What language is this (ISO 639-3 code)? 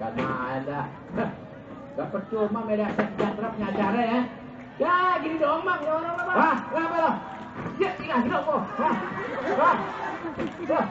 bew